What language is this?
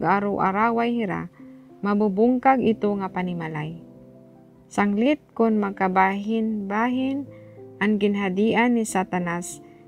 Waray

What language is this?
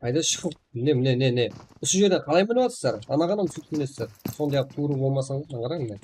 Kara-Kalpak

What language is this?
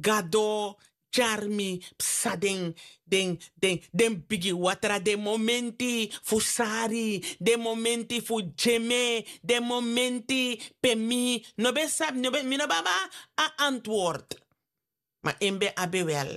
Sranan Tongo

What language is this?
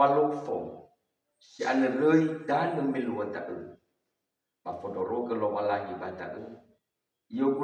Nias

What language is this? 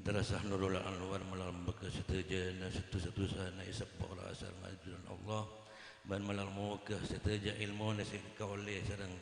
Madurese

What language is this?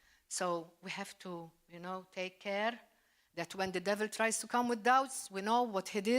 English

